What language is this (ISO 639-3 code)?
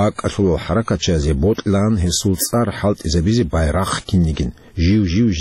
ava